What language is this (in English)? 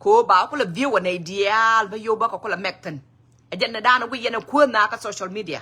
Nuer